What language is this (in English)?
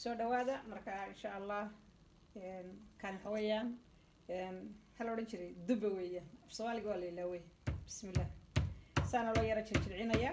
Somali